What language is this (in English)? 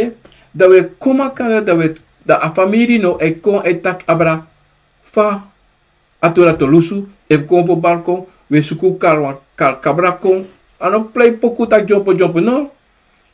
Sranan Tongo